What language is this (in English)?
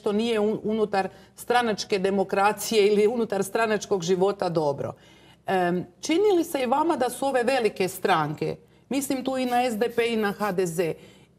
Croatian